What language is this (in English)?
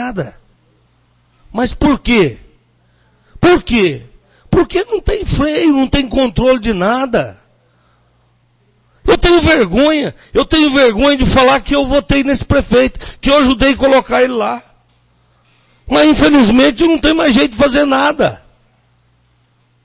Portuguese